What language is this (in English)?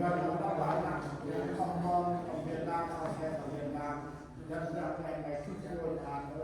Central Mnong